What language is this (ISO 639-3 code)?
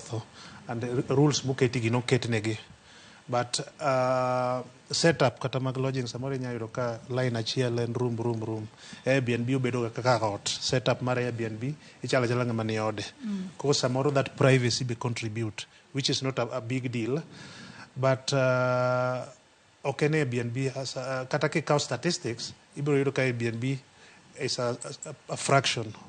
luo